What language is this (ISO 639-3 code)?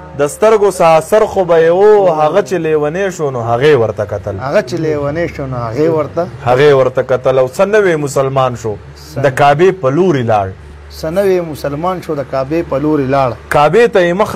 pus